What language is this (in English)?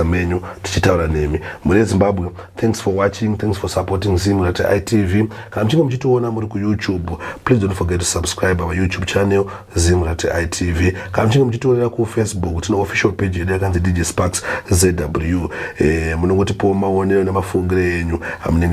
Shona